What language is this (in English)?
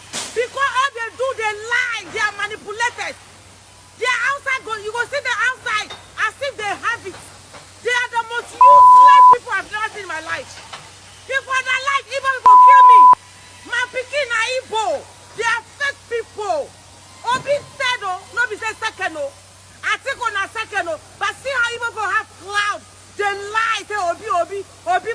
Nigerian Pidgin